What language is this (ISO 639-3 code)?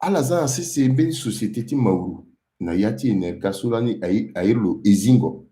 sag